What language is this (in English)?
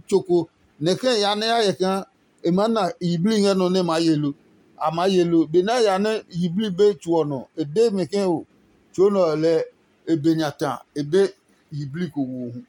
Adangme